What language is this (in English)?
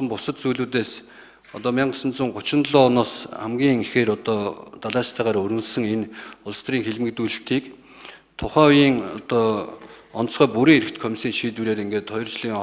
Mongolian